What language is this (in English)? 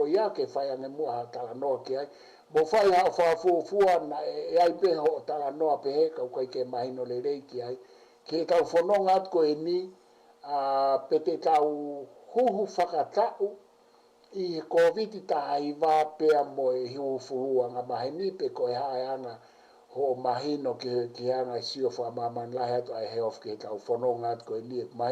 Tongan